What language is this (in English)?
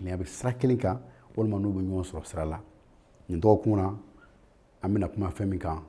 Bambara